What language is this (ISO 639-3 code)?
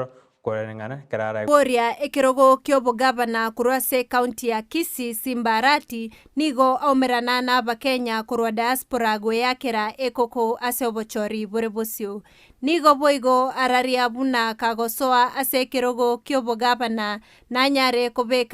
guz